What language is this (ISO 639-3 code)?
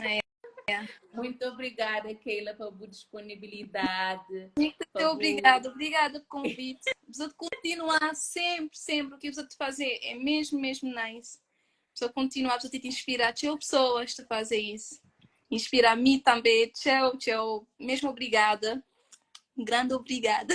kea